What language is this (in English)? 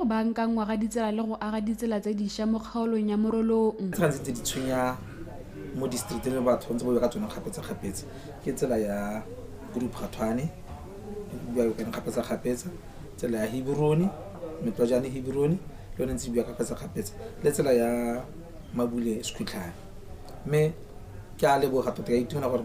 Tswana